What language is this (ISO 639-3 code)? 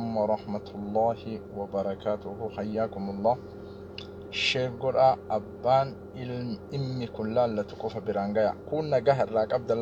orm